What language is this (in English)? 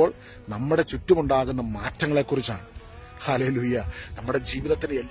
Malayalam